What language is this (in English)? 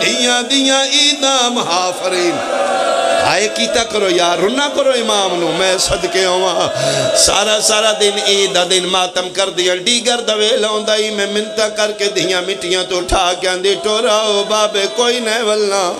Pahari-Potwari